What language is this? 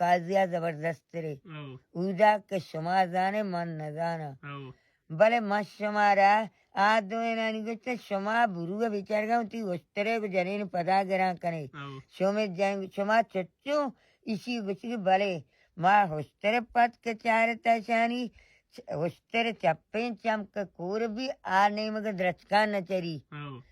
Baluchi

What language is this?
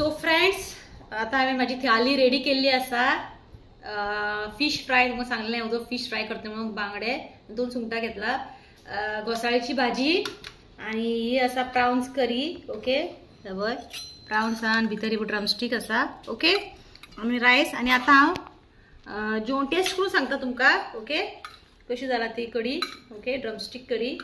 Konkani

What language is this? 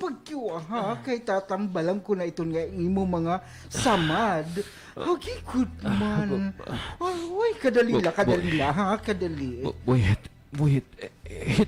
Waray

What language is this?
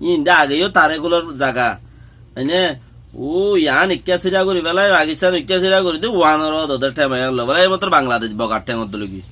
Rohingya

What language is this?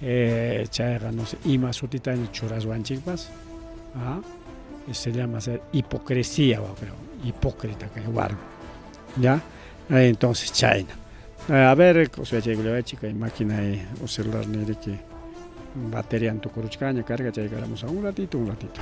Ayacucho Quechua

